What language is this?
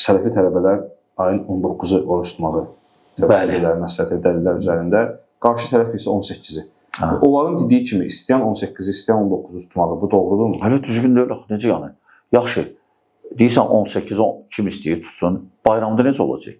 Azerbaijani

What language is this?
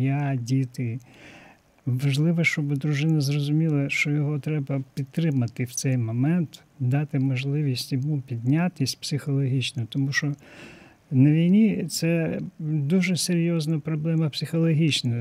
Ukrainian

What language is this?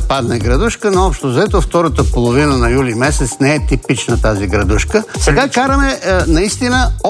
Bulgarian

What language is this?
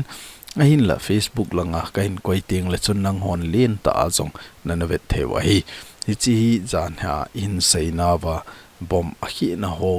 Thado Chin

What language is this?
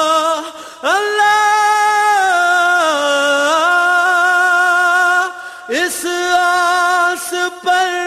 Punjabi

